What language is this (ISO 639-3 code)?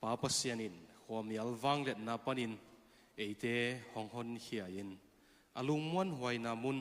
ctd